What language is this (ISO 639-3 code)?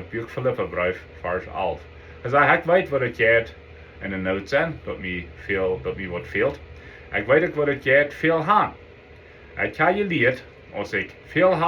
pdt